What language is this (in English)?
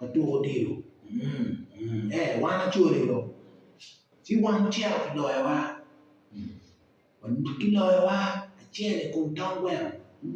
Acoli